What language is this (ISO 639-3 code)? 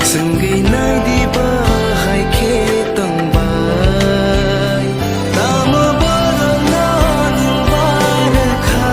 trp